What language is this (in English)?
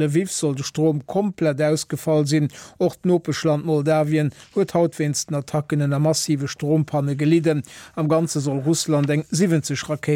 Luxembourgish